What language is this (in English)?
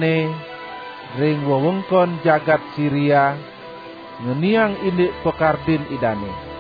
Balinese